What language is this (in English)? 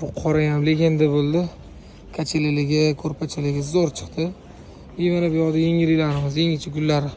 Uzbek